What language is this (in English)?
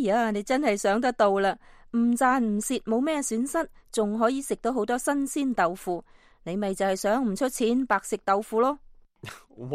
Cantonese